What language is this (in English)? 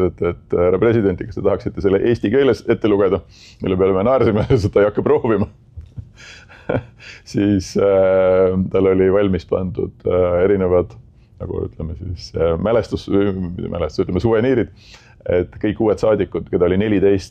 Estonian